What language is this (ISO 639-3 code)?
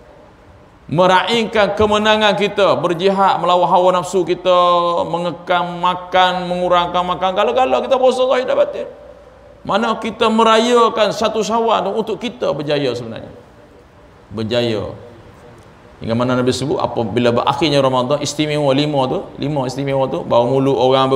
msa